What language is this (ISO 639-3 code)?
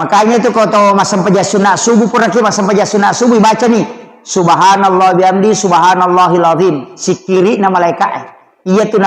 bug